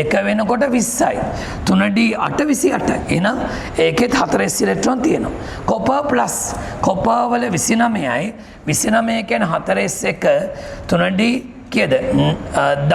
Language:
Sinhala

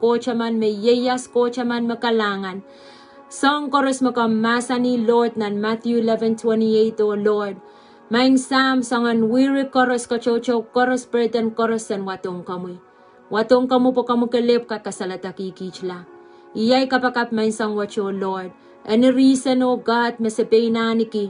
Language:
Pohnpeian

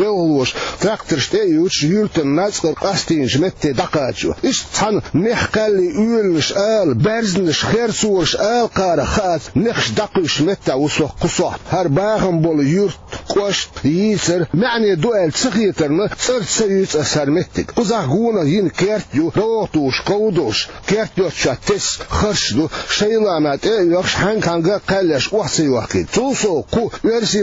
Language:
Chechen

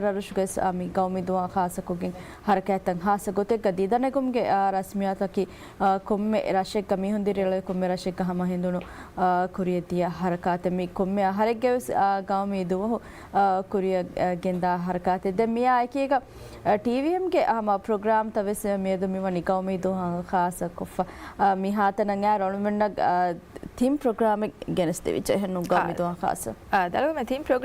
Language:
Divehi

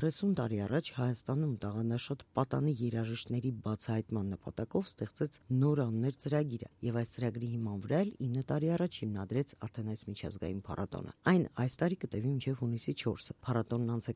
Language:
Armenian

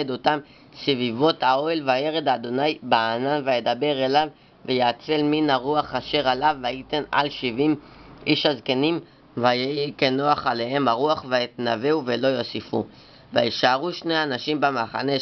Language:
Hebrew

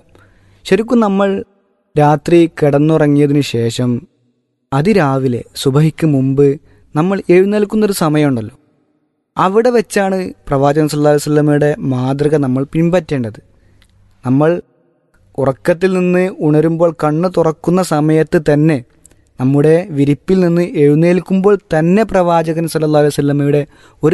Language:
Malayalam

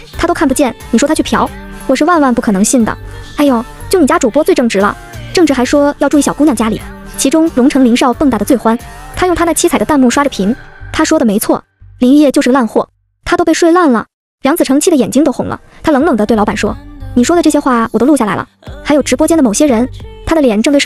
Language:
Chinese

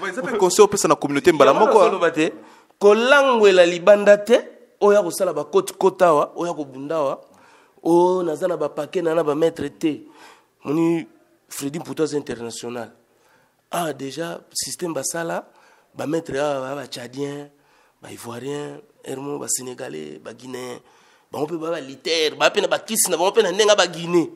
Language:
Lingala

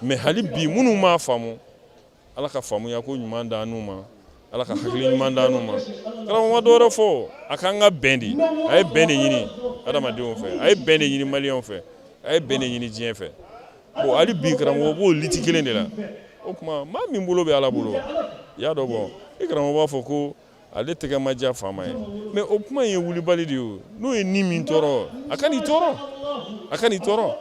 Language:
Bambara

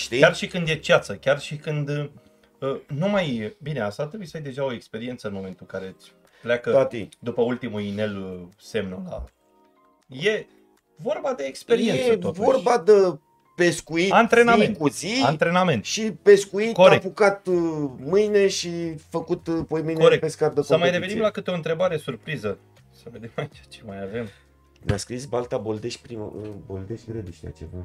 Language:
Romanian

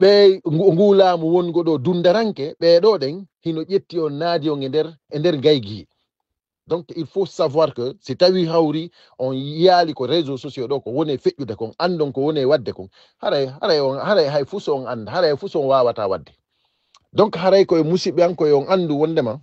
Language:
Fula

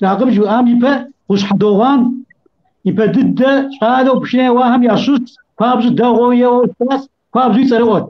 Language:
Kabardian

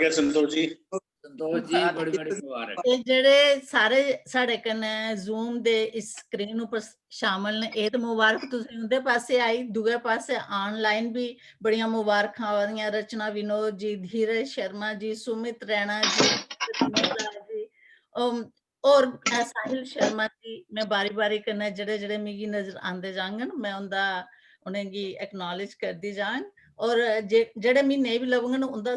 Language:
Dogri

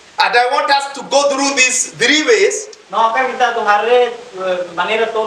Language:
Tetum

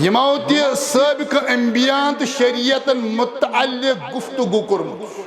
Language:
Kashmiri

